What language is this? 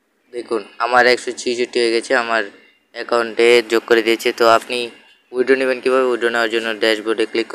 Bangla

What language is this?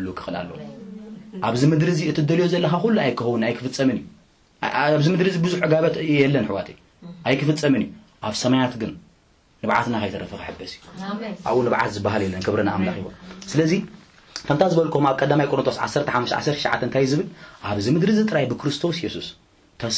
Tigrinya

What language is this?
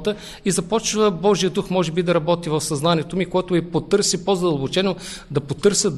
Bulgarian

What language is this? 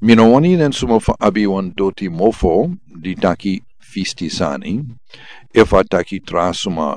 Sranan Tongo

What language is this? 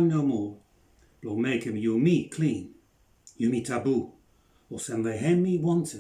Bislama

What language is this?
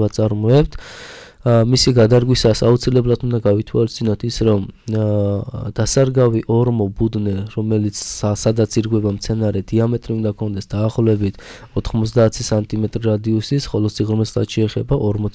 Georgian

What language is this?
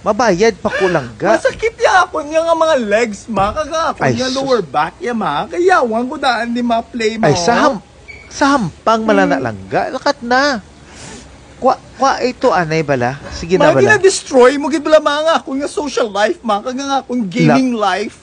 Hiligaynon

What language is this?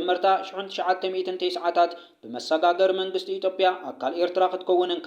Tigrinya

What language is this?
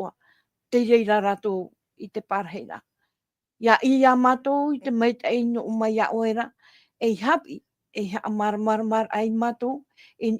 Tahitian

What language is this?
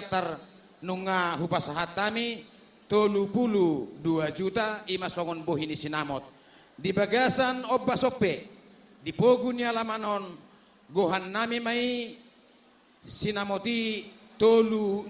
Batak Toba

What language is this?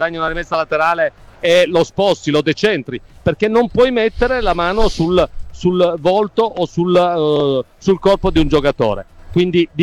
Italian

